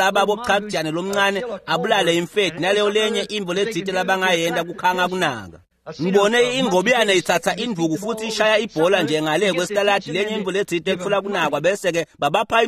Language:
Swati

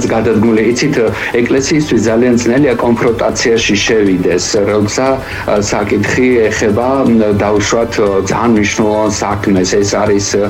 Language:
Georgian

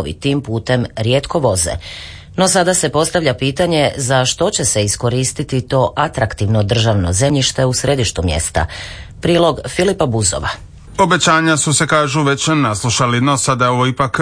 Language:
Croatian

